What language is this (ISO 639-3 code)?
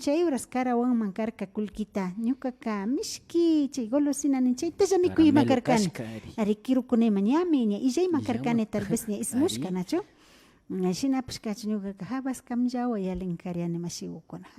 qvi